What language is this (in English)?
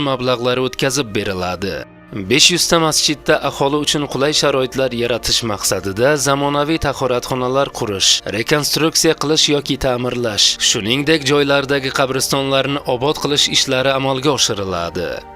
Uzbek